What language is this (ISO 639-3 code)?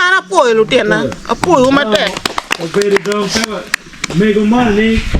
ach